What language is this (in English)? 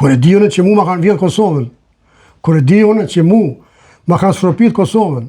Albanian